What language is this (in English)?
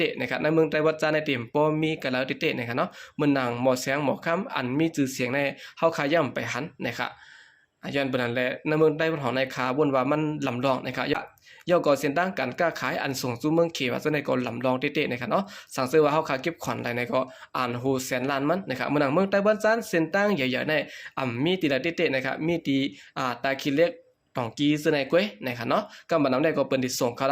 Shan